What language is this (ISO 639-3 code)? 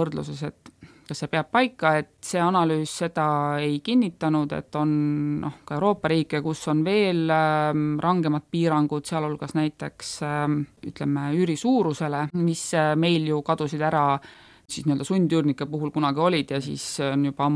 est